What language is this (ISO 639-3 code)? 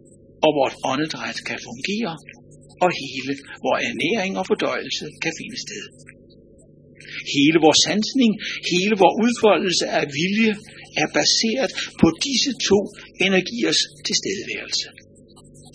dan